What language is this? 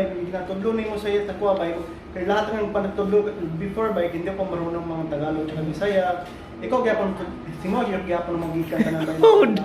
Cebuano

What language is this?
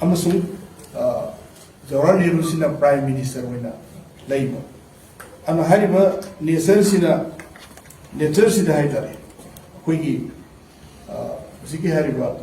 Manipuri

